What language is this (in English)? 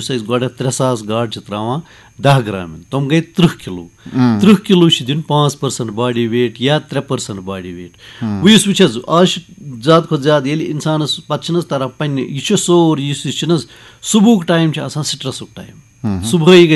Kashmiri